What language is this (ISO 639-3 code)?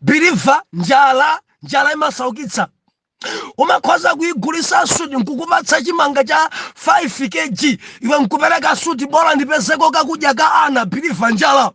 nya